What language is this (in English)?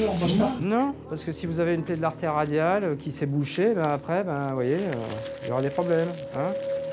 French